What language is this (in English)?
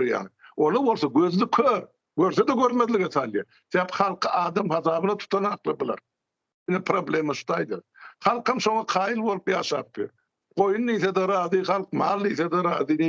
Turkmen